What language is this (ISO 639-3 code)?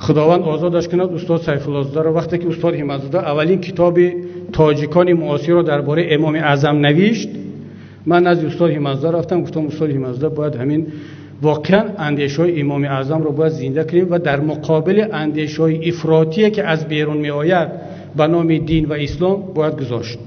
tgk